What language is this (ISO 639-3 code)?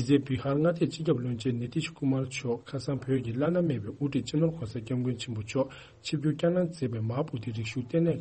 bod